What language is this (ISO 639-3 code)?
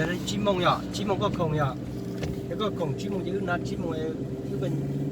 hmn